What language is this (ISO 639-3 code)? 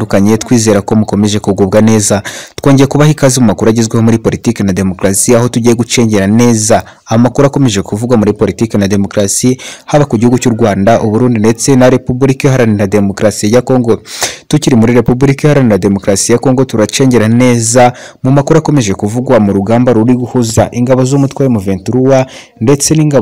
kin